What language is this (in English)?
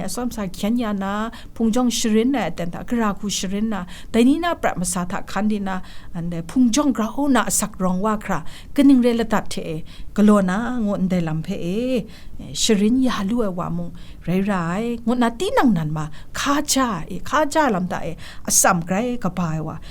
Kachin